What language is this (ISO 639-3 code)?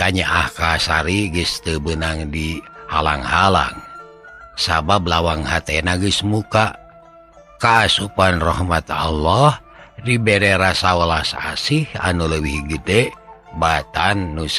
sun